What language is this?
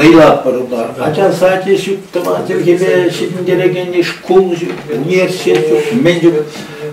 Chuvash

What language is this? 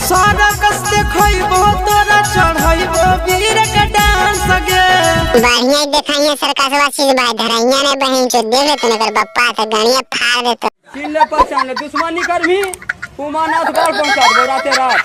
Magahi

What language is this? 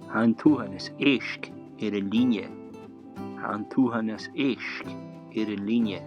Scottish Gaelic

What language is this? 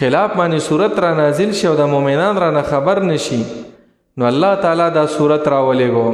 Pashto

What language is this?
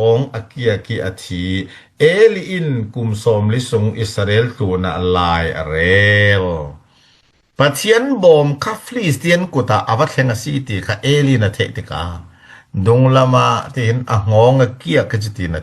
Falam Chin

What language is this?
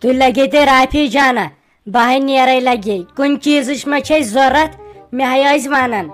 Kashmiri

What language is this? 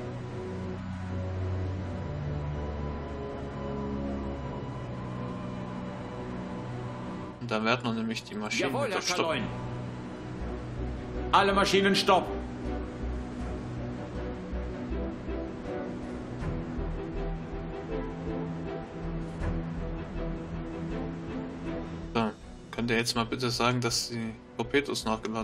German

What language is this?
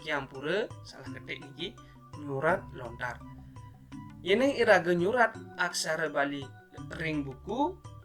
Balinese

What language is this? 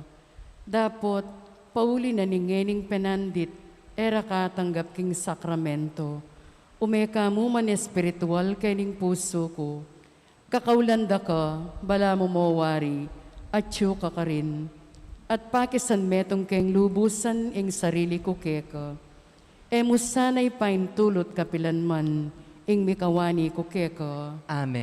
Pampanga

